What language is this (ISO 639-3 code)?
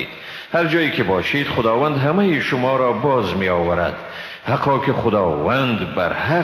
fas